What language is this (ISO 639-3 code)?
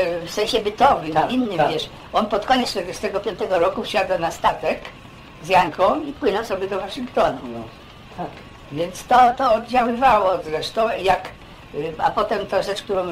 pol